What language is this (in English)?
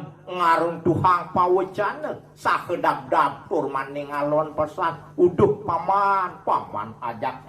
Balinese